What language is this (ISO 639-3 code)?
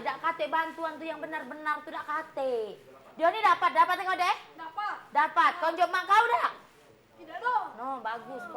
mui